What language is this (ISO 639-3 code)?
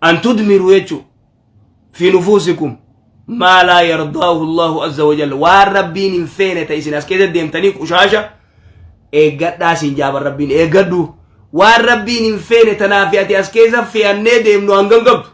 orm